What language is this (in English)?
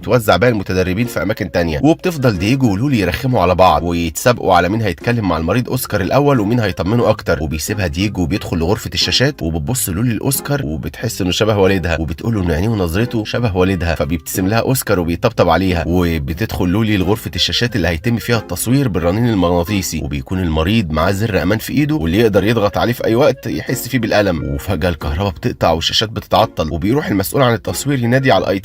Egyptian Arabic